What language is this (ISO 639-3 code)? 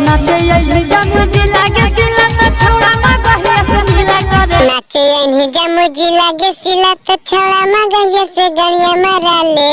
mag